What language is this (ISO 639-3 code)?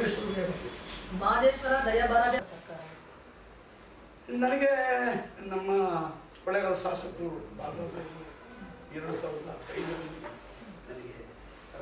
kan